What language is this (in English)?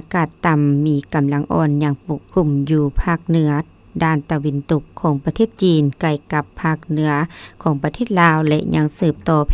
Lao